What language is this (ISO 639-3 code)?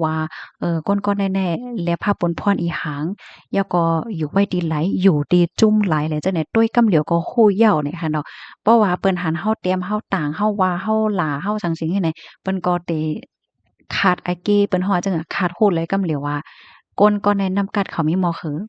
shn